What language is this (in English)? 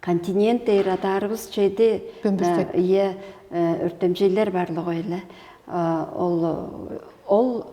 Tuvinian